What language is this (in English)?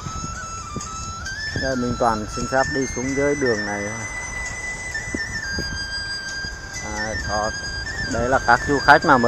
Vietnamese